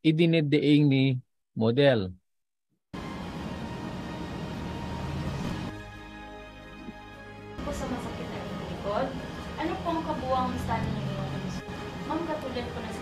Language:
Filipino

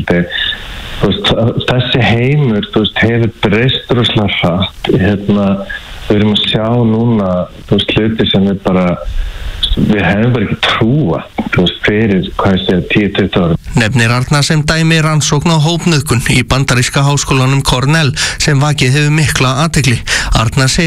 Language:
Icelandic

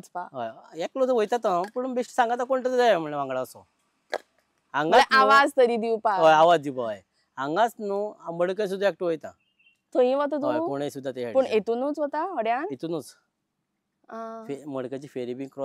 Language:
Konkani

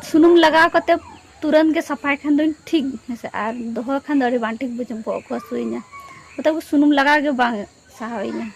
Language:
Santali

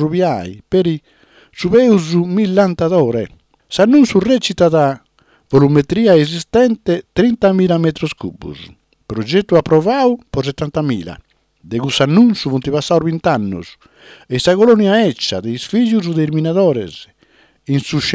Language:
Sardinian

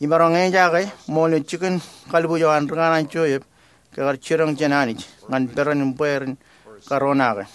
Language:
Marshallese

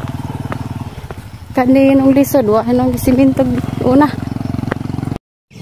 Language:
Cebuano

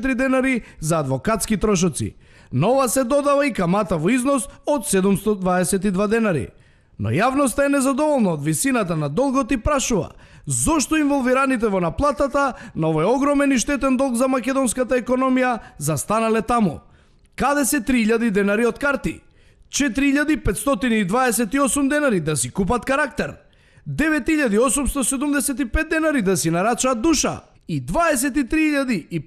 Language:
Macedonian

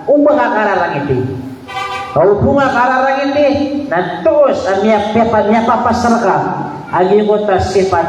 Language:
Maranao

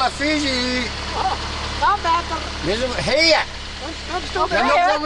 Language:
Western Frisian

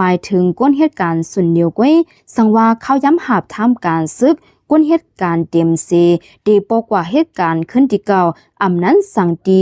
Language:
Lao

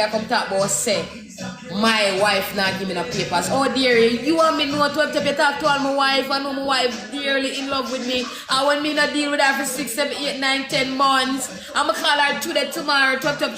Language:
Jamaican Creole English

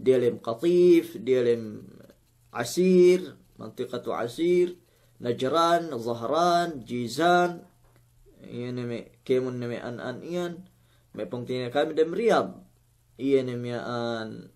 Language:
Yakan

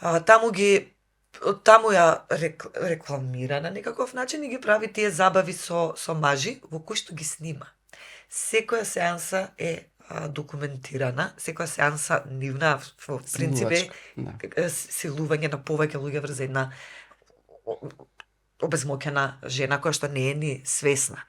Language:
Macedonian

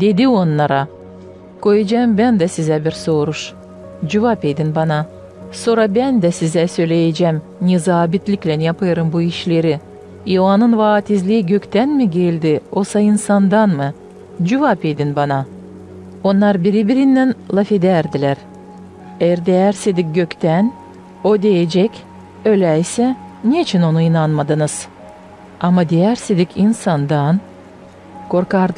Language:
Gagauz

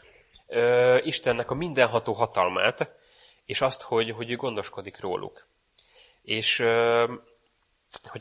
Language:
Hungarian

